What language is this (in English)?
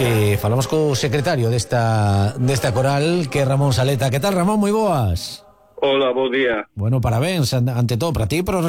Galician